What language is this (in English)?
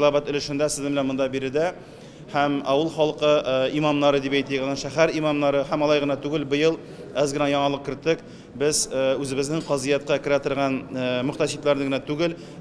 Tatar